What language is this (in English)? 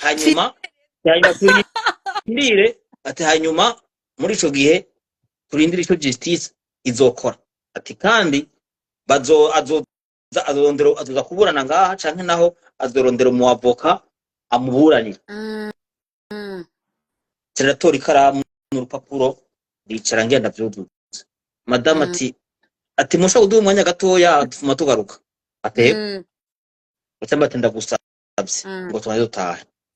Rundi